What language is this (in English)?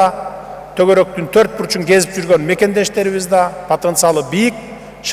Kyrgyz